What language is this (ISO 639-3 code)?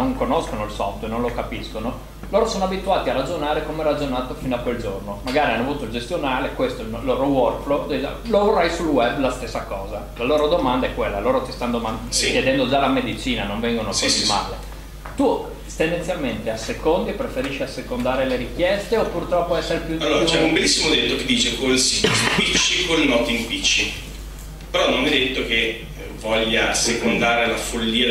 ita